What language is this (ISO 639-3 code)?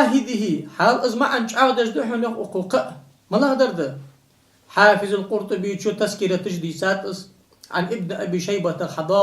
inh